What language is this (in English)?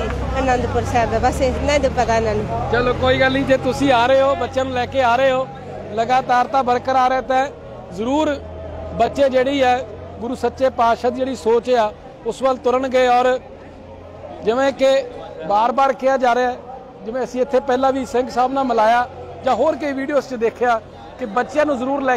Punjabi